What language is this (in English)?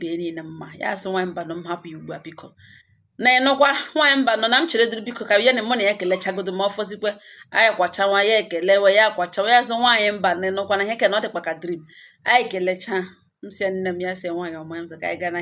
Igbo